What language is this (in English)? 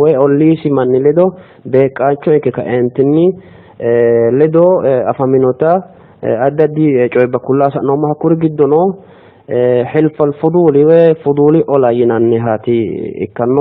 Sidamo